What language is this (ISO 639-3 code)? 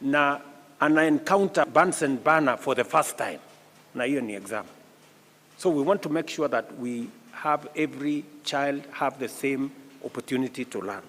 guz